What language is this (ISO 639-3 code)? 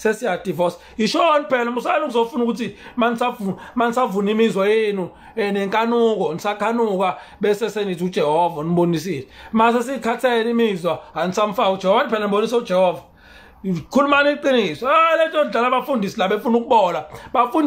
zul